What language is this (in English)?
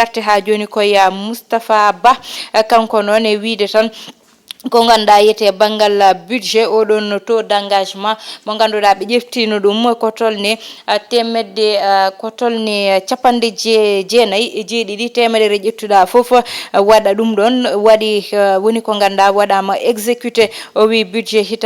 Fula